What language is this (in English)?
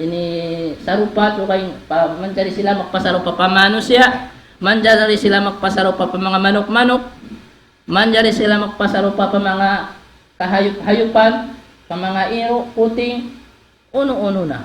Tausug